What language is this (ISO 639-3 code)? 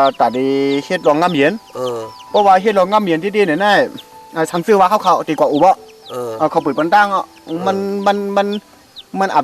shn